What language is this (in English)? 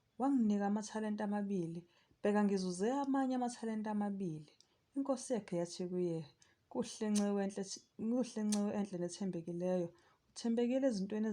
Zulu